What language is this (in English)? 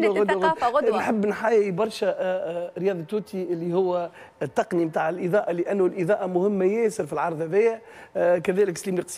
Tunisian Arabic